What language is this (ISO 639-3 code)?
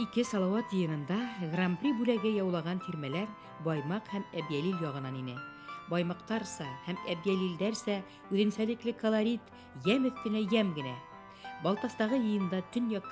bak